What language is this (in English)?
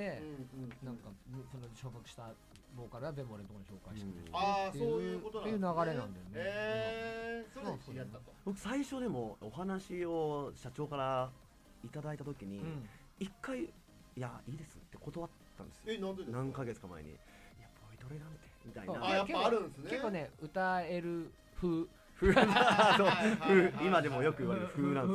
Japanese